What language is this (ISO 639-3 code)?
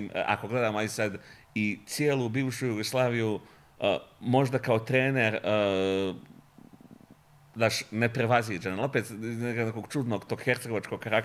bos